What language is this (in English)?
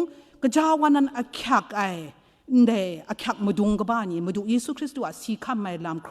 Kachin